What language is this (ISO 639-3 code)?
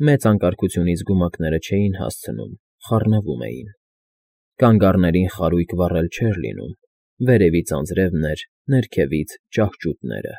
hye